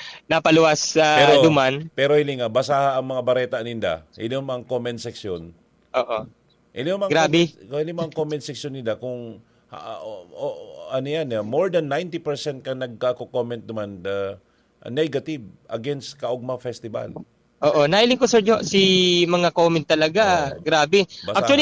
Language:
Bikol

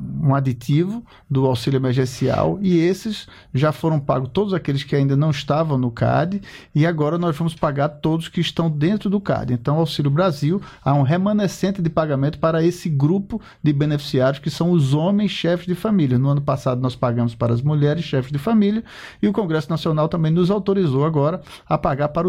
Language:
Portuguese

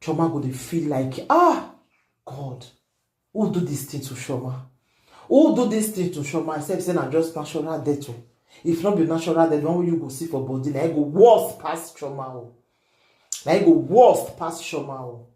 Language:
Nigerian Pidgin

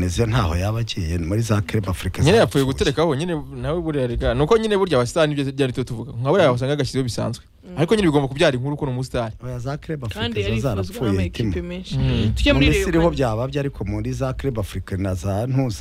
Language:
Kinyarwanda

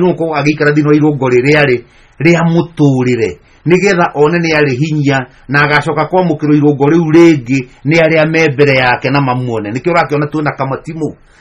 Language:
Kikuyu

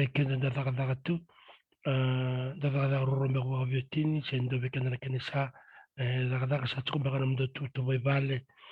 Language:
Fijian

